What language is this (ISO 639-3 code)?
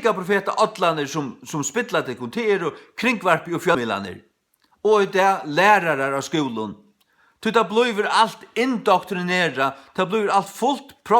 fao